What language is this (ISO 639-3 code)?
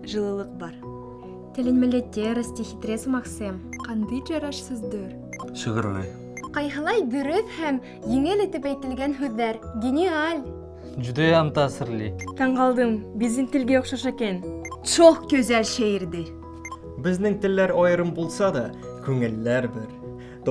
bak